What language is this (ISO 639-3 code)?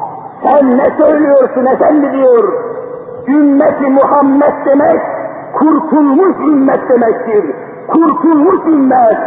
tur